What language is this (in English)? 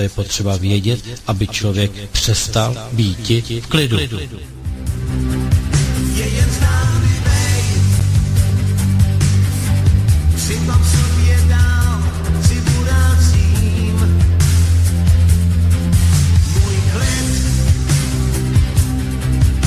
Czech